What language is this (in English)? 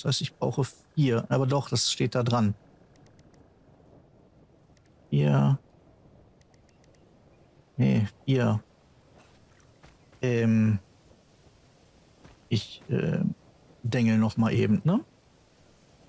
German